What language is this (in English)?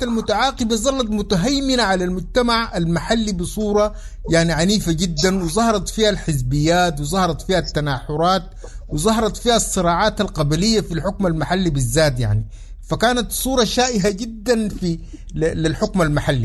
Sudanese Arabic